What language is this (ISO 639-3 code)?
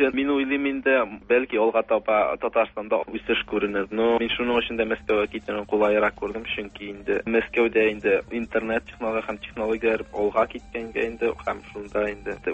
tat